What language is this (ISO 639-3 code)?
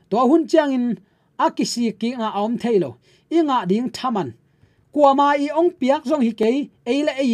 ctd